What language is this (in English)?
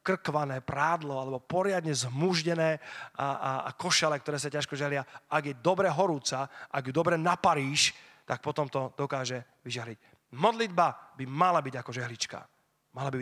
Slovak